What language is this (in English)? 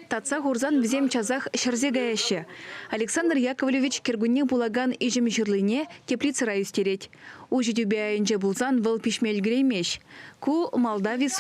Chuvash